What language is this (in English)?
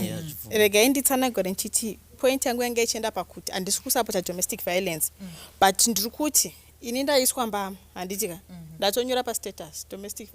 Shona